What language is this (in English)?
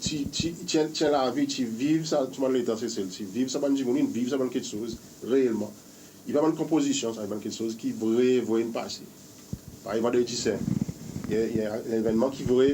Seselwa Creole French